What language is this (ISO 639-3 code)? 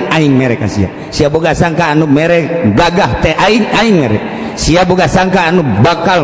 sun